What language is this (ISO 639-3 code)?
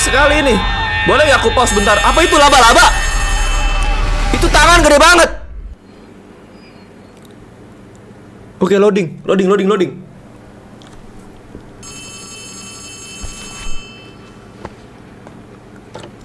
ind